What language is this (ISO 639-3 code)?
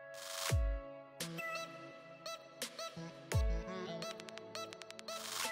swe